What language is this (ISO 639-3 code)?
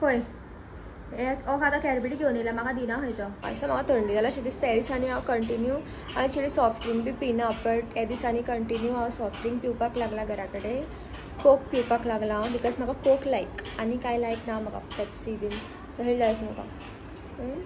kok